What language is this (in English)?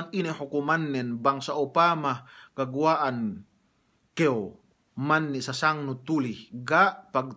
Yakan